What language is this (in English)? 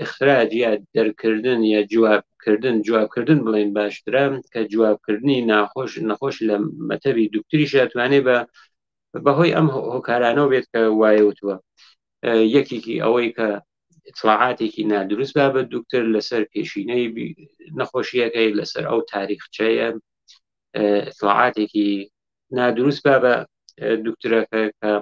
Central Kurdish